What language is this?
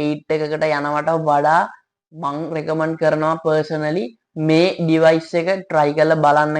Sinhala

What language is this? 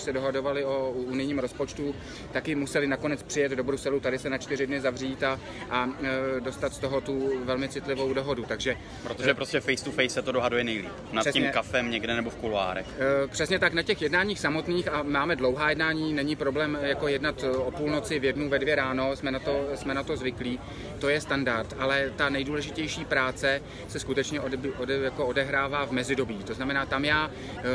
Czech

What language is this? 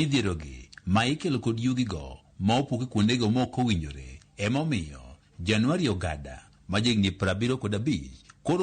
Luo (Kenya and Tanzania)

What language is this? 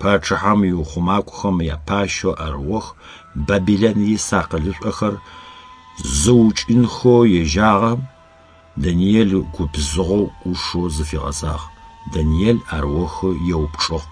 Adyghe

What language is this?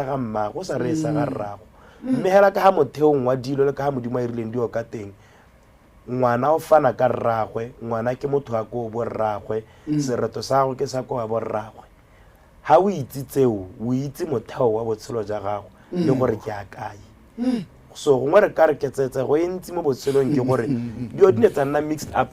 Tswana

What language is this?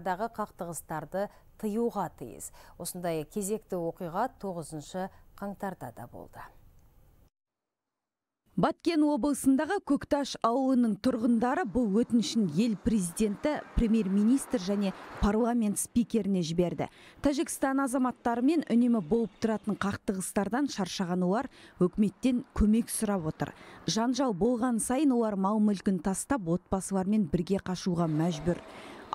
Kazakh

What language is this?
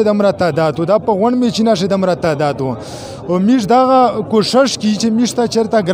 Pashto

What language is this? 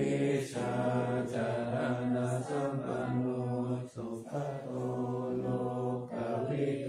Pali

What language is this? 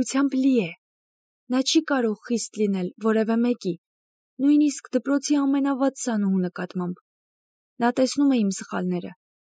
Armenian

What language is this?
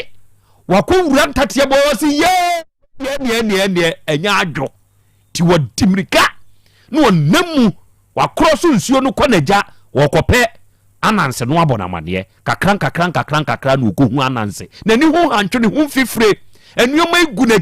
Akan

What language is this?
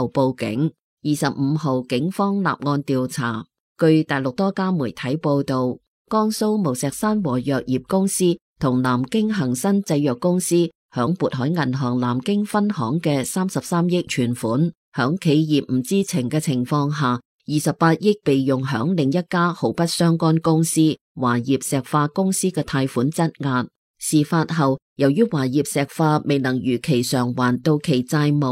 Cantonese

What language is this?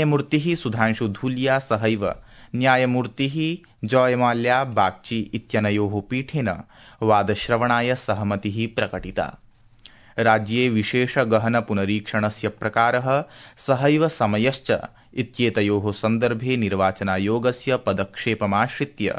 Sanskrit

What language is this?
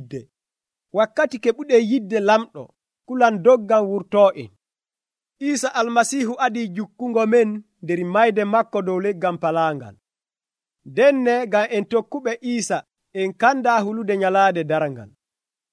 Nigerian Fulfulde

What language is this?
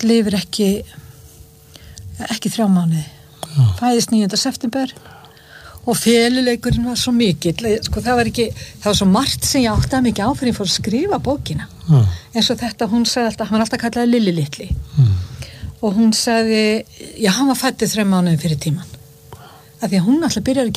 Icelandic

